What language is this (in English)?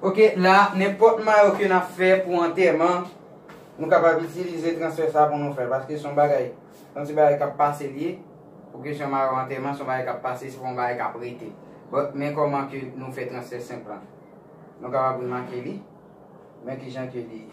Haitian Creole